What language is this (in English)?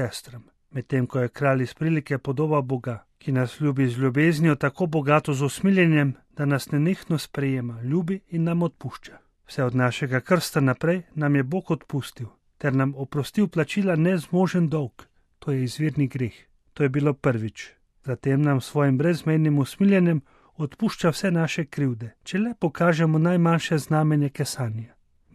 Slovenian